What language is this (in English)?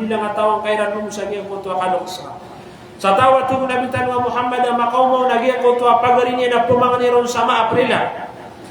Maranao